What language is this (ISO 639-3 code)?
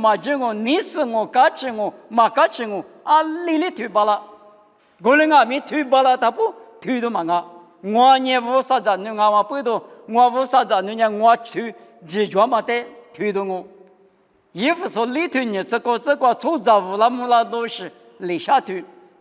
lis